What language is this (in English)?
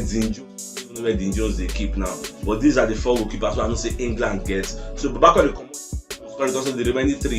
Nigerian Pidgin